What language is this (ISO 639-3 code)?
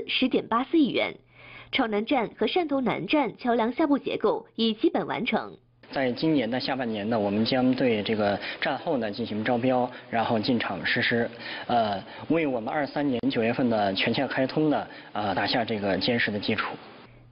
zho